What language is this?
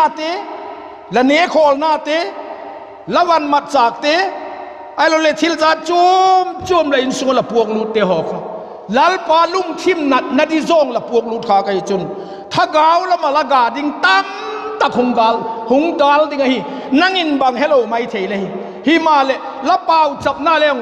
Vaiphei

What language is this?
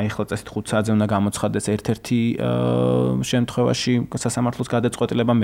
Georgian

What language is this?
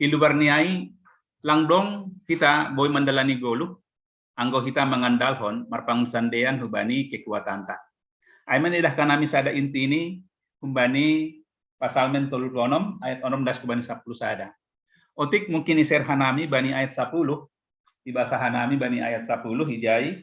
Batak Simalungun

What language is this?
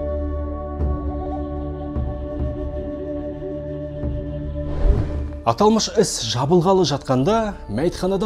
Kazakh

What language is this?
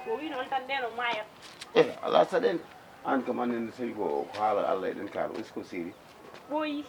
Fula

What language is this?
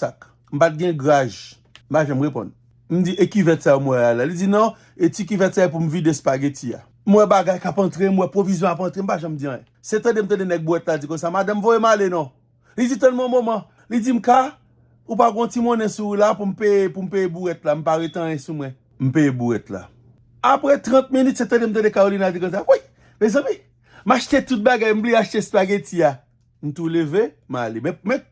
Haitian Creole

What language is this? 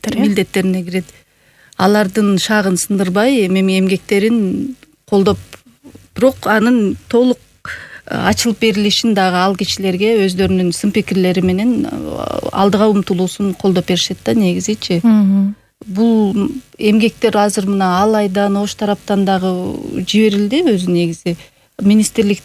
Kyrgyz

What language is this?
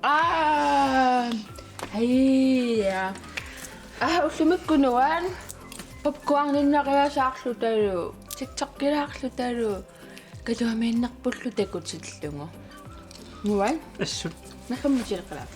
Kalaallisut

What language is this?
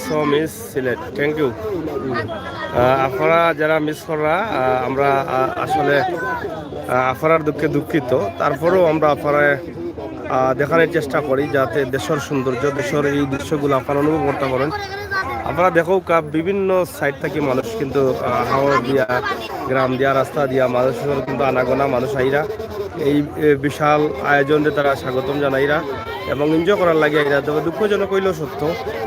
Sylheti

